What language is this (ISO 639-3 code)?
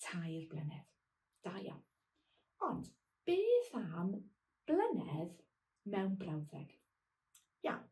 cym